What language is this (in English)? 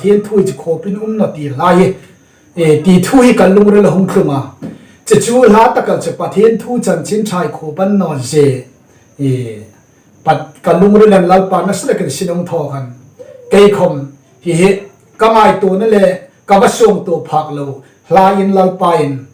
Hmar